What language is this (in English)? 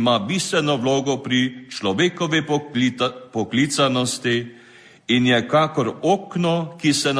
Slovenian